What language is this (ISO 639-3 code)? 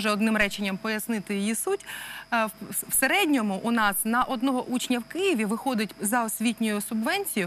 ukr